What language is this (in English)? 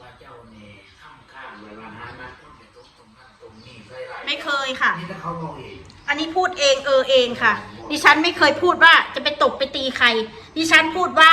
Northeastern Thai